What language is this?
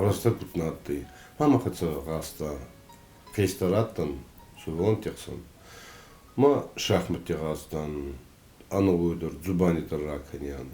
Ossetic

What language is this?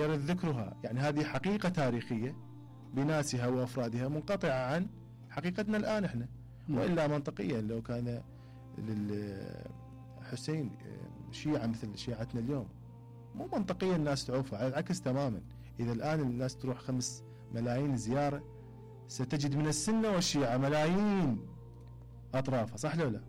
Mesopotamian Arabic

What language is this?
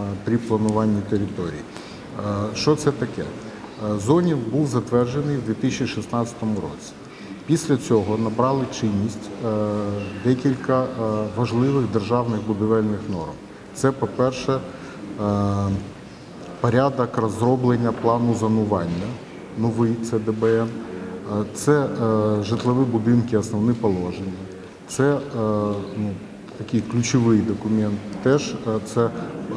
Ukrainian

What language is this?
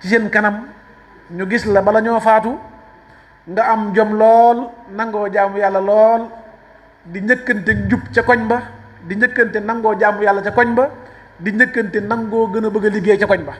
Wolof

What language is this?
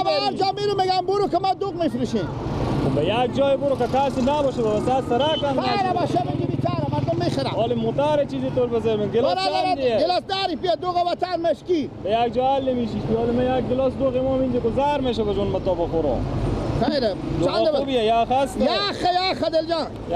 Persian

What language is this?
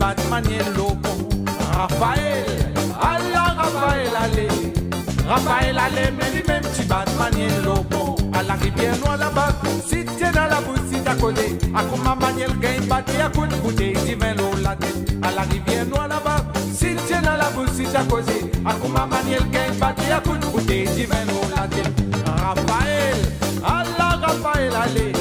Morisyen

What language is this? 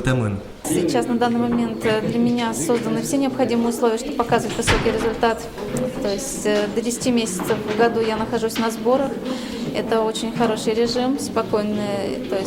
Udmurt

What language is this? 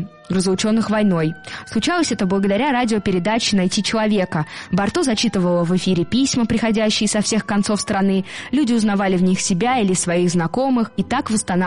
Russian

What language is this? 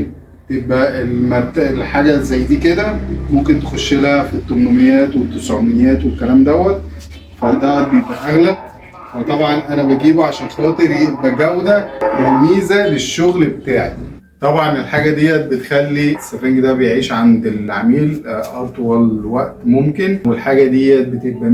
Egyptian Arabic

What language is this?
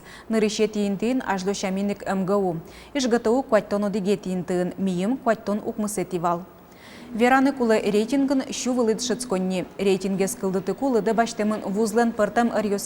Udmurt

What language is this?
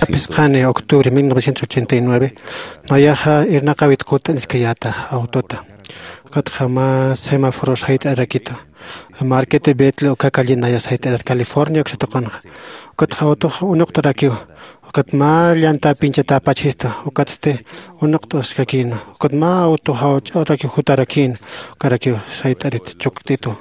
Aymara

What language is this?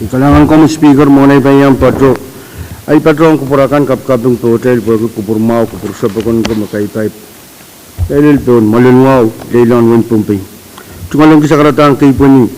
Pohnpeian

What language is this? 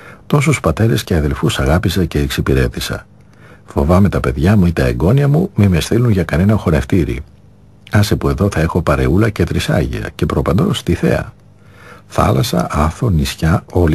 Greek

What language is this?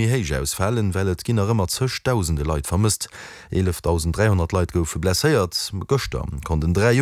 Luxembourgish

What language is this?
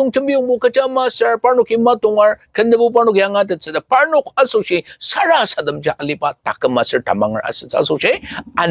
Ao Naga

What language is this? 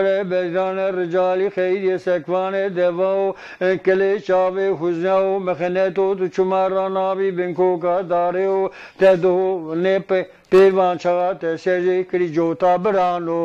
Zaza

